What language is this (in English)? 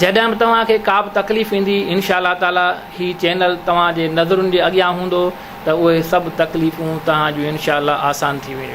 Sindhi